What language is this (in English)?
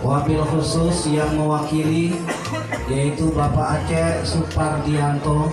Betawi